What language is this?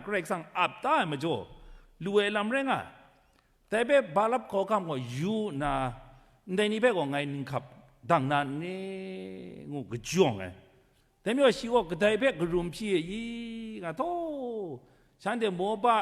Kachin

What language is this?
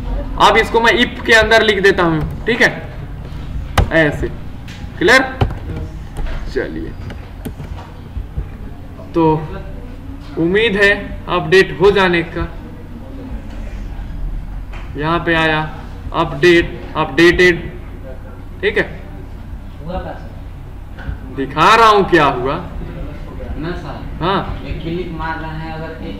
Hindi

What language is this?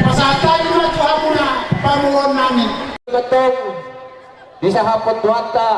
Batak Toba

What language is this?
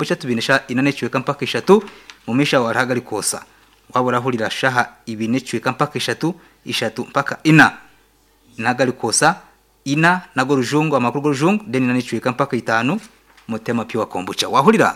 Nyankole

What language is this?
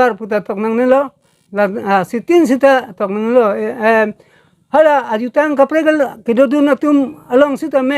Karbi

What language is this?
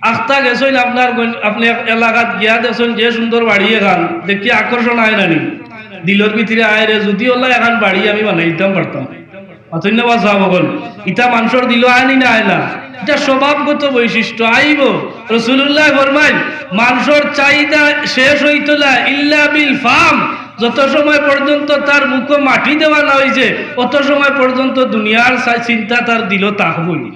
Sylheti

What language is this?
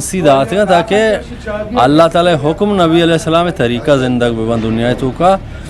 Eastern Balochi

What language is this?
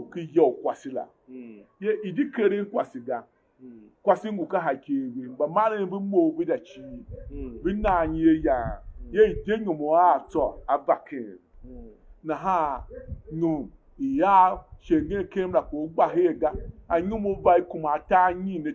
Tiv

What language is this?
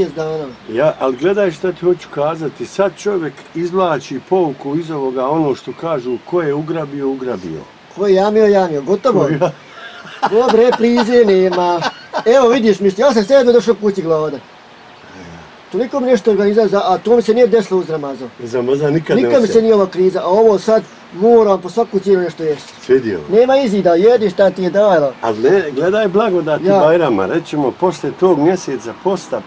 Bosnian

